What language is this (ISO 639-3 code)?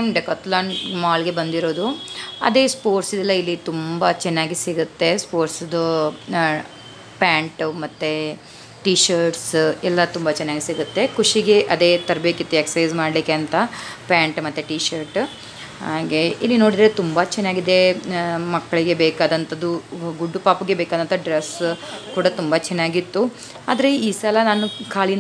kan